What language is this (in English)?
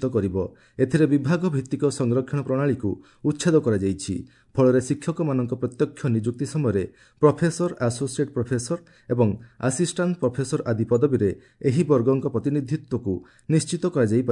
Odia